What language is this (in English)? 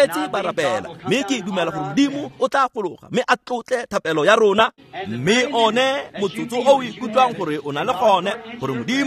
Tswana